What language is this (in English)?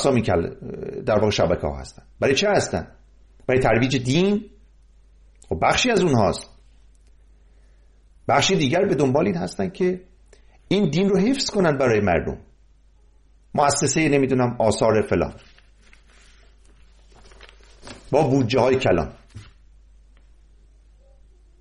Persian